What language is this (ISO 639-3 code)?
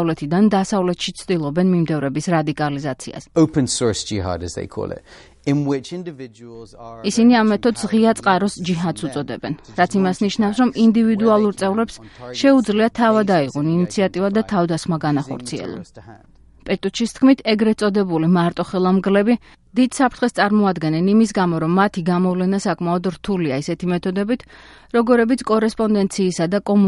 kat